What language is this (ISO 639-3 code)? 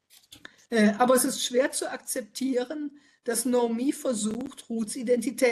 deu